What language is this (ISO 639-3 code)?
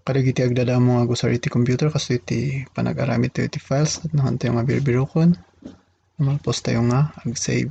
ilo